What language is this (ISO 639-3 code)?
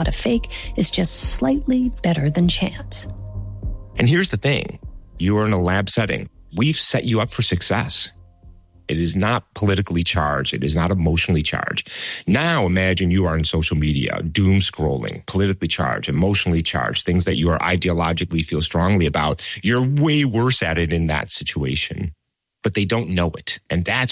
eng